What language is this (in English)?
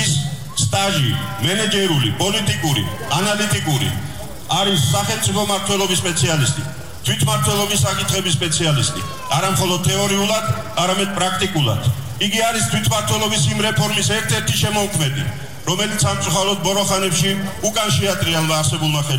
Georgian